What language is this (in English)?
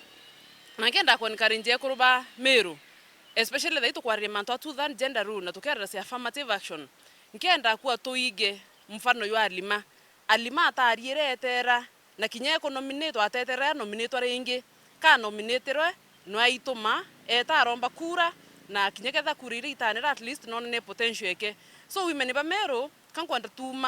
Meru